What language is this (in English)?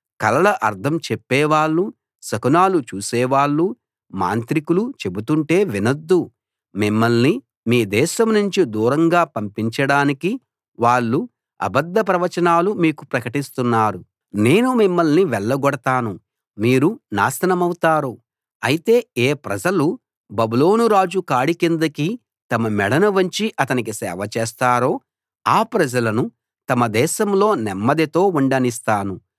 Telugu